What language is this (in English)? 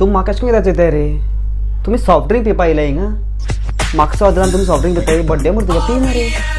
Konkani